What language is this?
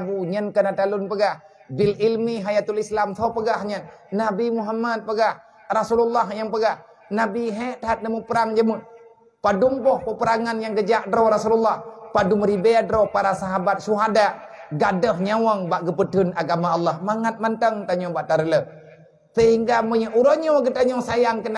Achinese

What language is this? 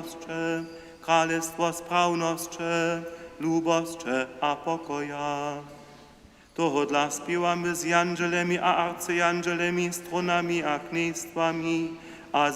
Upper Sorbian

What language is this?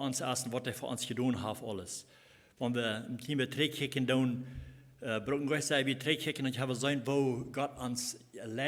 Plautdietsch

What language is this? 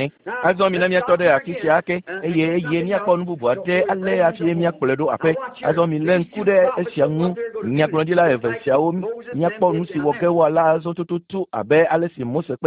Ewe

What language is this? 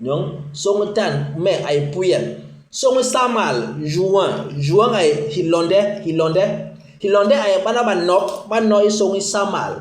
Basaa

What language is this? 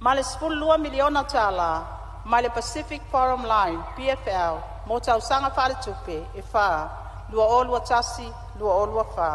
Samoan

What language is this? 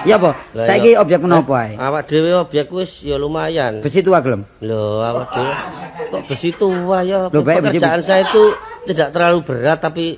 Javanese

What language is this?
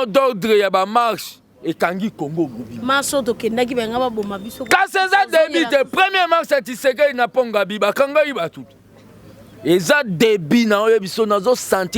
Lingala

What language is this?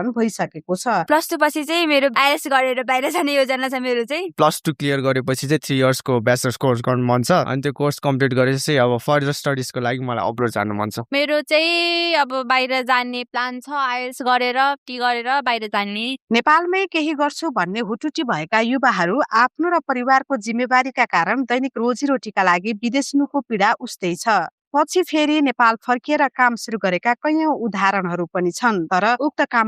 Nepali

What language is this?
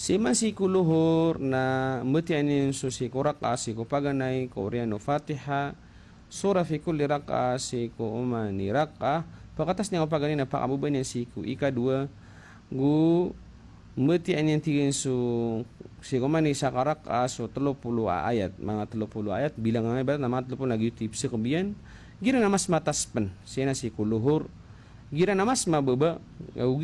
Maranao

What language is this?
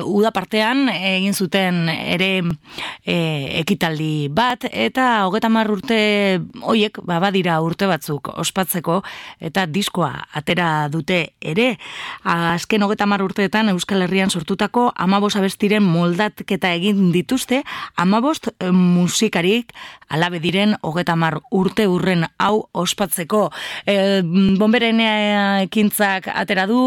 Basque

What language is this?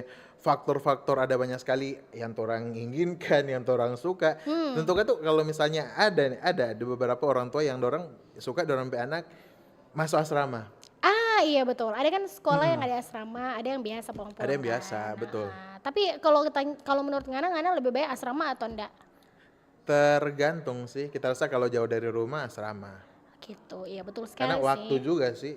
Manado Malay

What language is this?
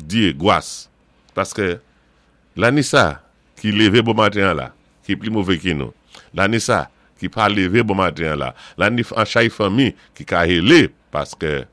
Saint Lucian Creole French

